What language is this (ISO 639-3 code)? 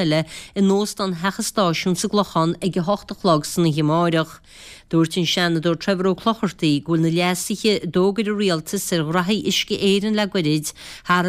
gle